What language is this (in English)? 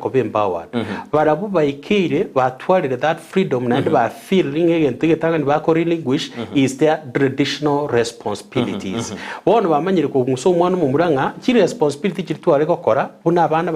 Gusii